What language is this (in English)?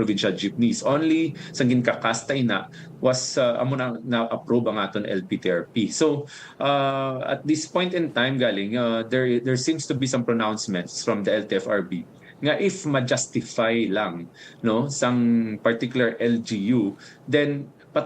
Hiligaynon